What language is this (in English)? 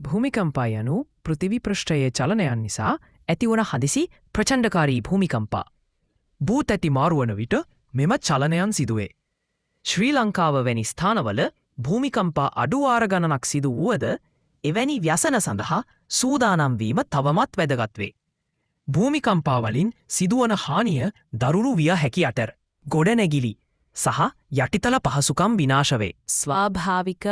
Sinhala